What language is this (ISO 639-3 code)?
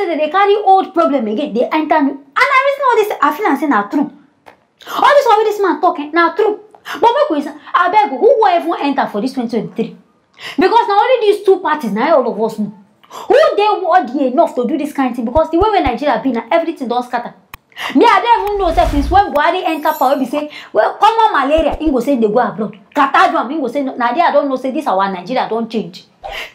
pcm